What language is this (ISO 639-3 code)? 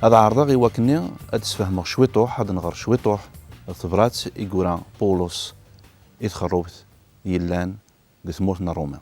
kab